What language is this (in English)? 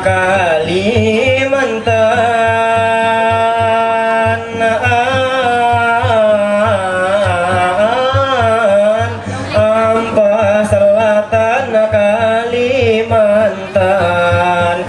Banjar